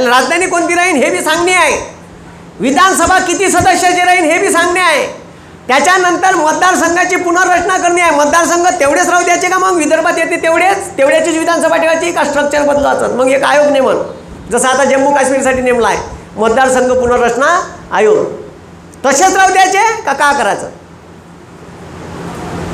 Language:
Marathi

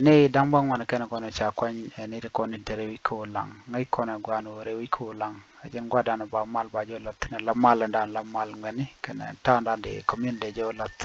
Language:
Nuer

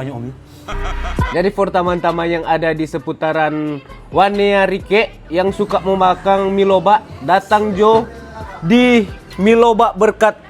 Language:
Manado Malay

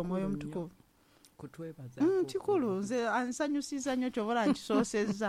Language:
Ganda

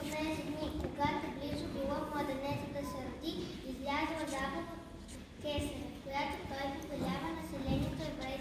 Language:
Bulgarian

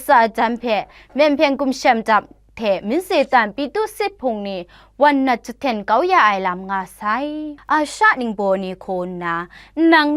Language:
Kachin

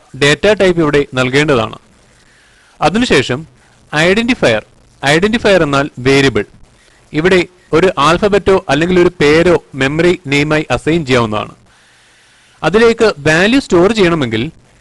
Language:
Malayalam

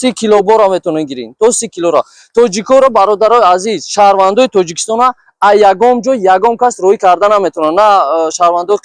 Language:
Tajik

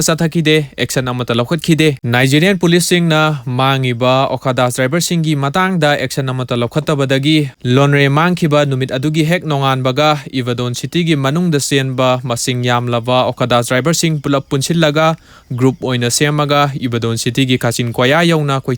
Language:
Manipuri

